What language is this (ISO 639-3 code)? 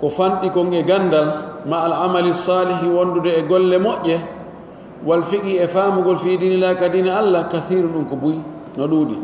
fuf